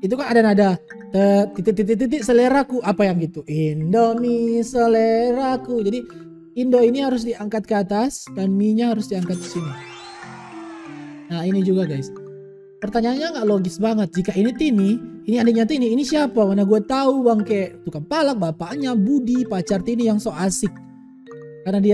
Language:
Indonesian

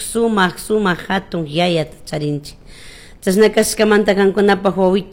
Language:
Chimborazo Highland Quichua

